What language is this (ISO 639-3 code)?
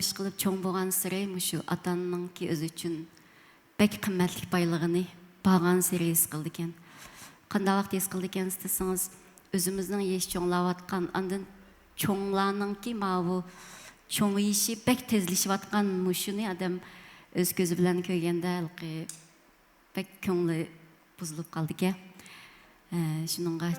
uig